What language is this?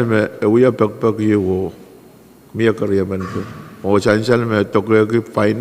Pohnpeian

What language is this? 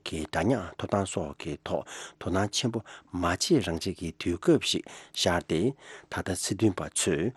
Tibetan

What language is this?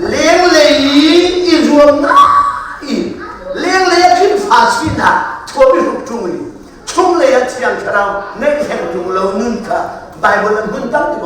Hakha Chin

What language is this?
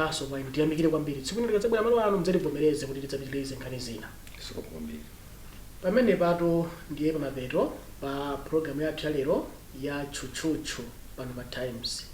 Nyanja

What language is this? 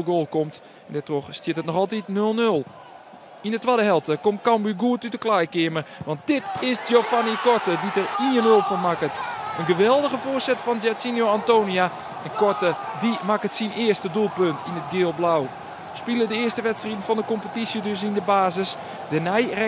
Western Frisian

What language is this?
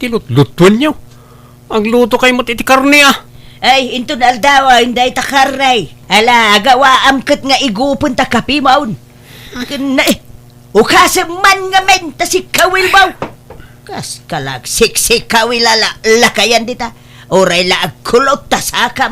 Iloko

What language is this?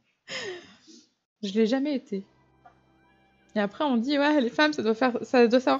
French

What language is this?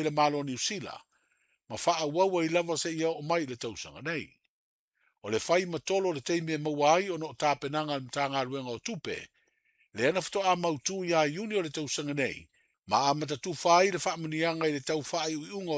Samoan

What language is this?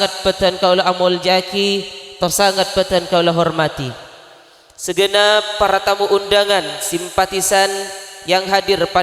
Madurese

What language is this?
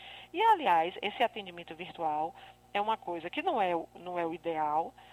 Portuguese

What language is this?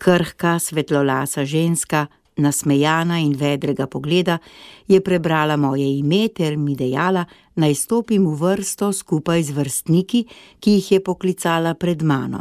Slovenian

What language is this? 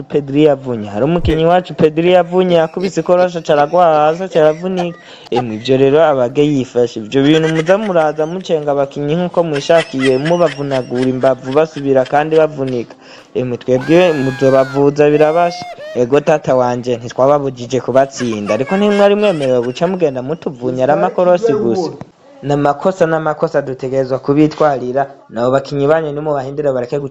Rundi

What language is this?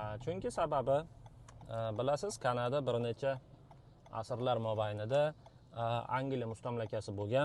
Uzbek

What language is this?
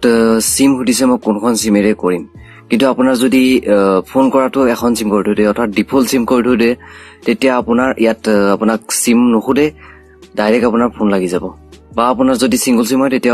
Assamese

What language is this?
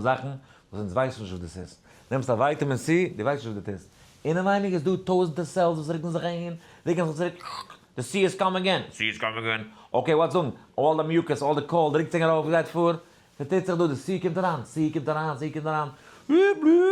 Yiddish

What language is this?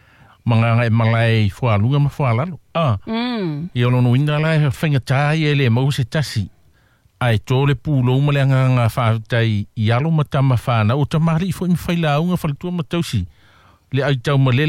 Samoan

